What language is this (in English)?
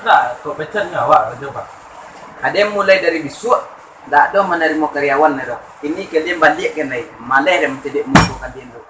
Minangkabau